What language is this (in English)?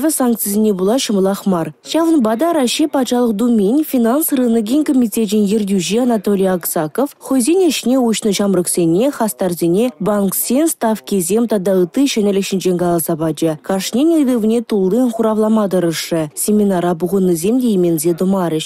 Chuvash